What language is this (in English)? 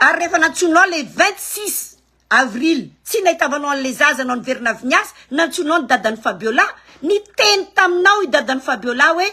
Malagasy